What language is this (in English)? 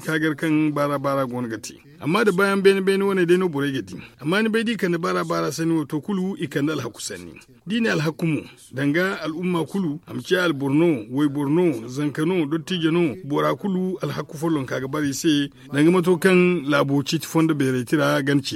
Zarma